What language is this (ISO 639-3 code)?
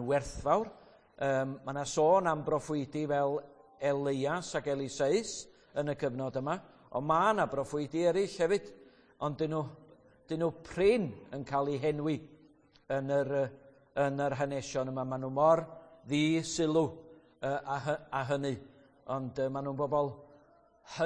cym